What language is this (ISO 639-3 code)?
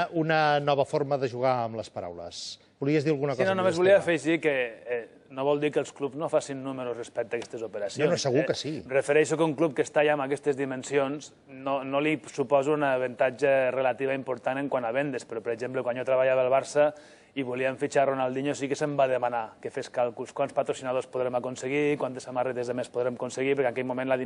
cat